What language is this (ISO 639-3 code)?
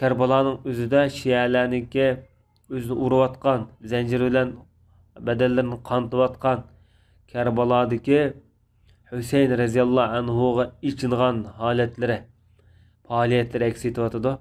uig